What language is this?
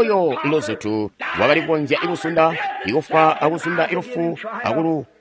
Tonga (Zambia)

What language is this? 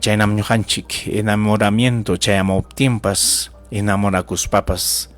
Ayacucho Quechua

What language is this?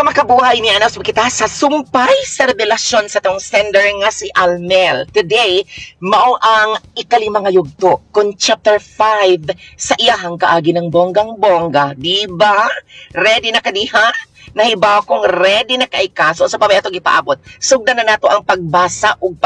Cebuano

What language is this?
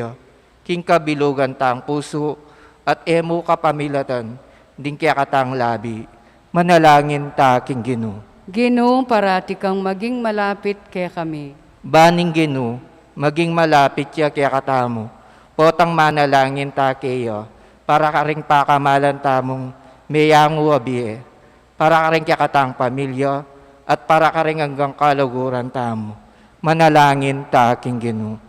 Pampanga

